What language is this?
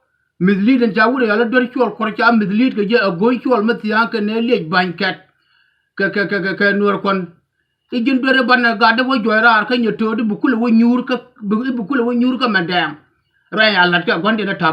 Nuer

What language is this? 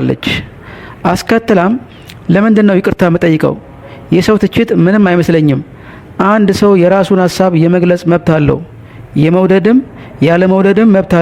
Amharic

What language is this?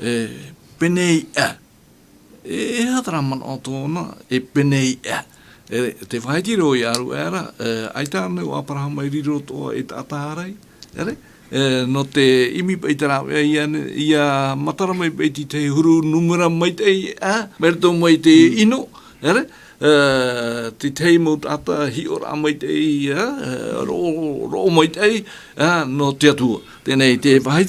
Tahitian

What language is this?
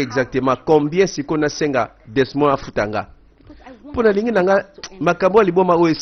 Lingala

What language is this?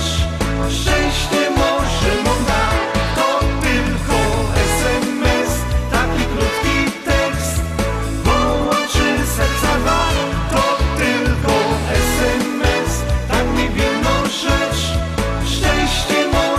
Silesian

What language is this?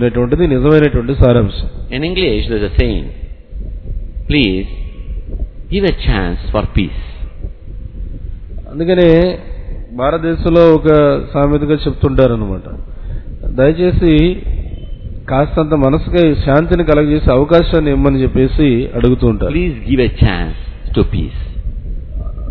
Telugu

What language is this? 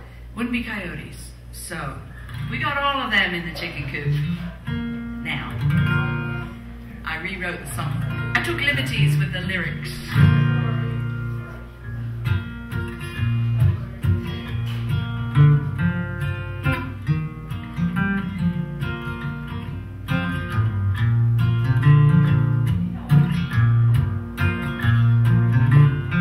English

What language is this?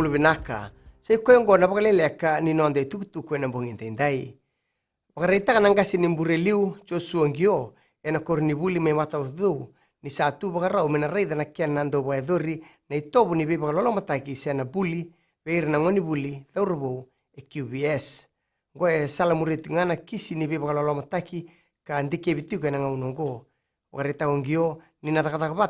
Fijian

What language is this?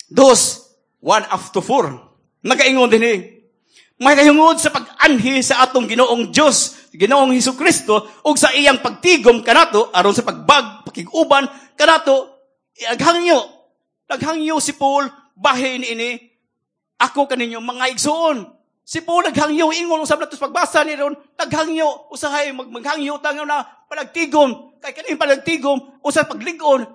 Cebuano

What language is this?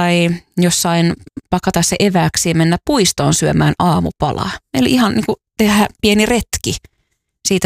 Finnish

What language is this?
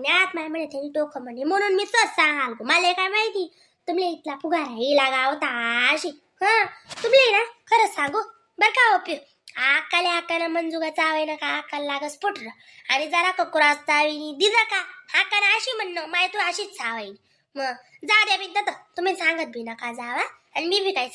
Khandesi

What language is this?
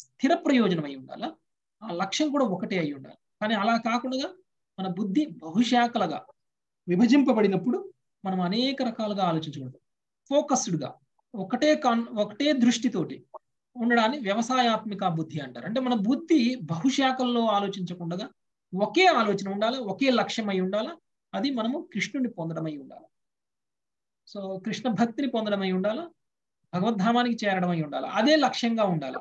Telugu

